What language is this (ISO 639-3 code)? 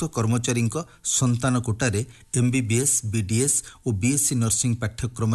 ori